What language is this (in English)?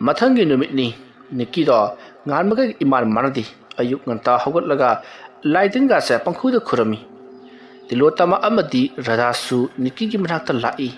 Manipuri